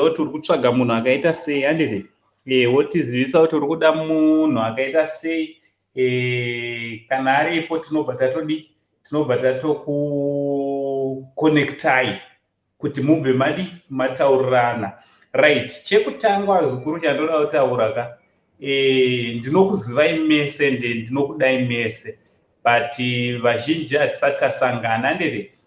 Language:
Shona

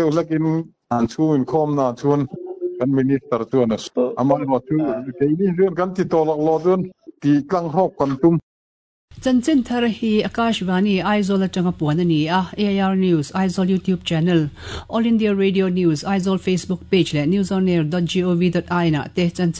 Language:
Mizo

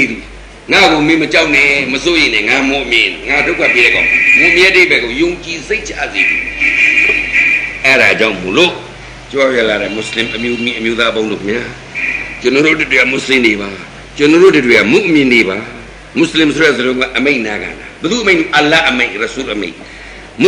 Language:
Burmese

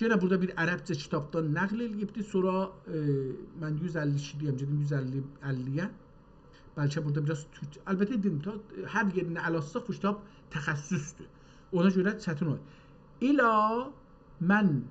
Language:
South Azerbaijani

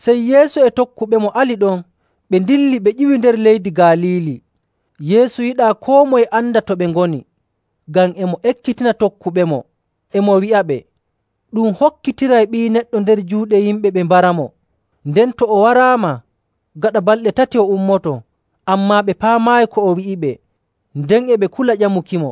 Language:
Nigerian Fulfulde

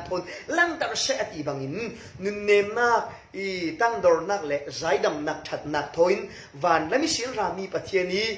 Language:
Falam Chin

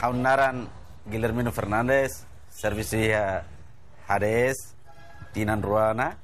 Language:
Tetum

